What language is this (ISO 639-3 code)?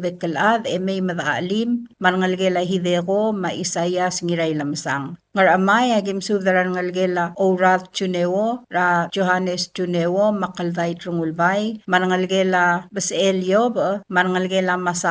pau